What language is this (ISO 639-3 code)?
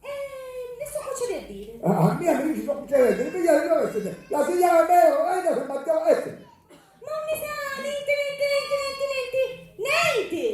scn